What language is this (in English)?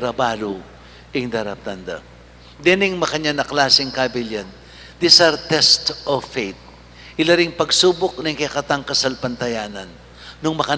Pampanga